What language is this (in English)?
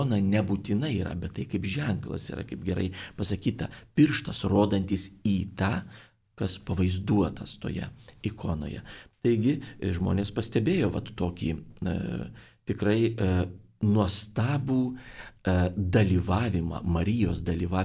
Lithuanian